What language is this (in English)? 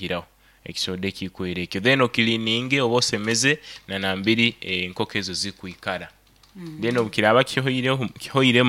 Nyoro